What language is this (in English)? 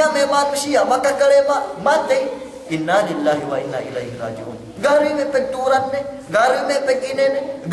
Yakan